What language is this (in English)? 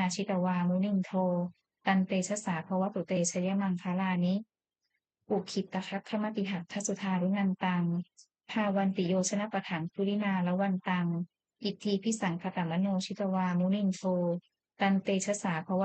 Pali